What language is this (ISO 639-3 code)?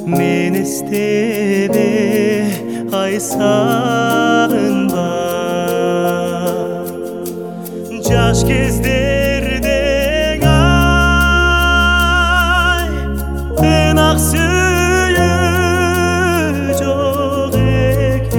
kaz